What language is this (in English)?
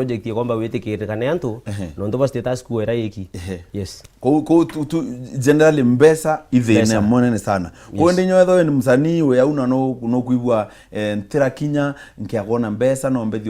Meru